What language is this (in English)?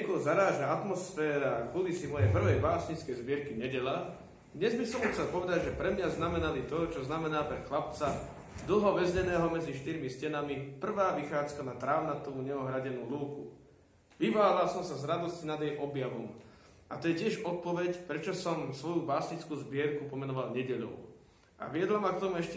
Slovak